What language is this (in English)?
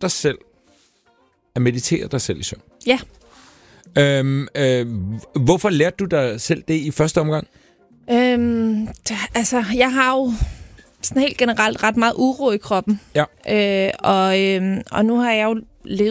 Danish